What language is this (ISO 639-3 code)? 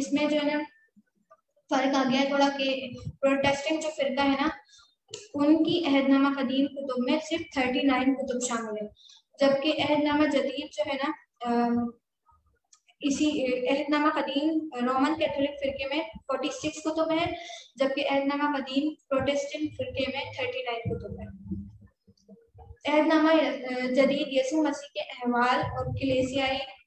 urd